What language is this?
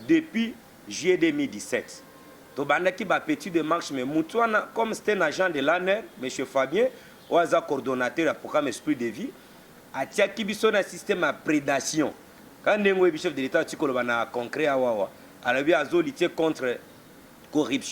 Lingala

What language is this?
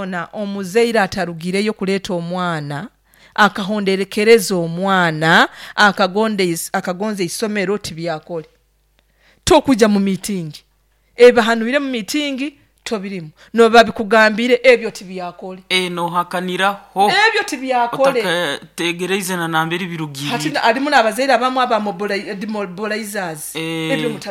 Nyoro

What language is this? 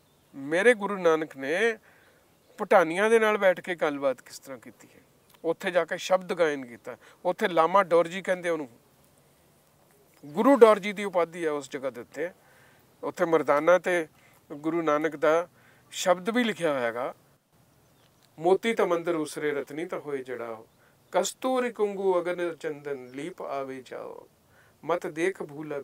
Punjabi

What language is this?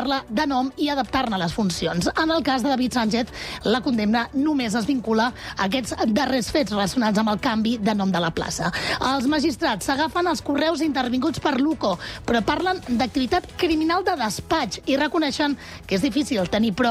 Catalan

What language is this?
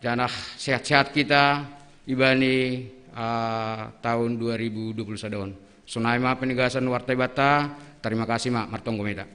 Batak Simalungun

